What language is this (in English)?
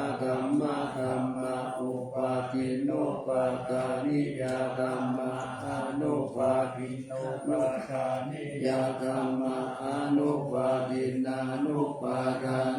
Pali